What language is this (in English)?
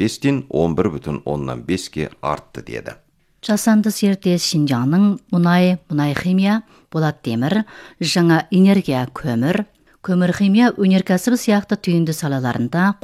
Kazakh